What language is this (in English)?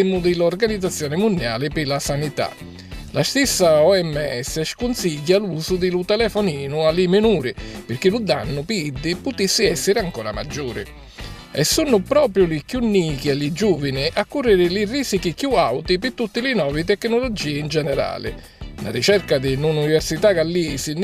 Sicilian